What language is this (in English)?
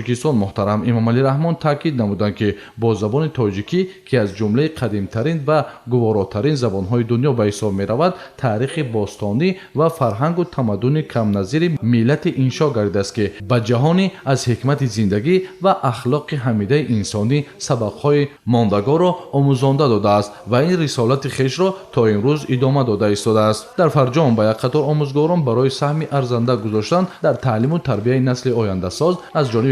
Tajik